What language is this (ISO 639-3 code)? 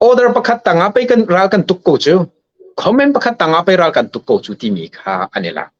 cnh